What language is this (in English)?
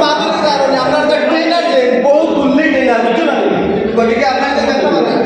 Sylheti